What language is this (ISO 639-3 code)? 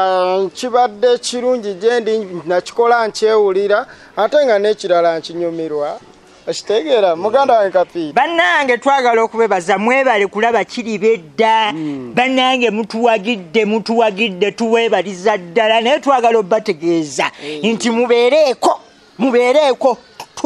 lug